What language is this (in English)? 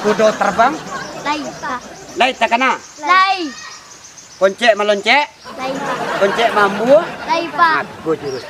Minangkabau